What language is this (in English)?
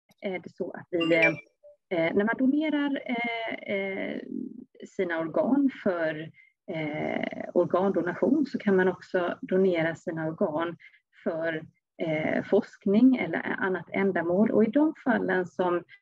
Swedish